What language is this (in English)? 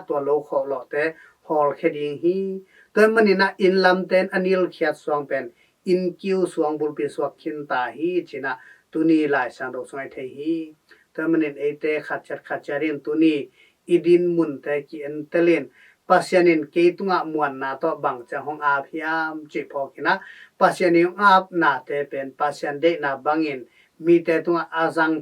Tedim Chin